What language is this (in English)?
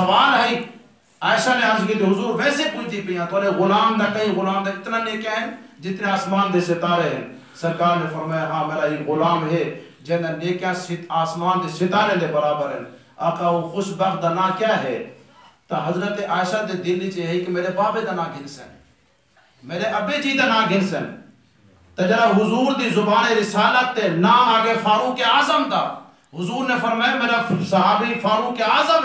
Saraiki